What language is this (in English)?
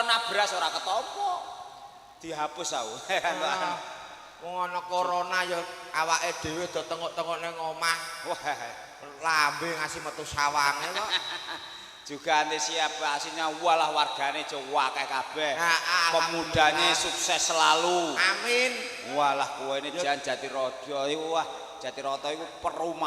Javanese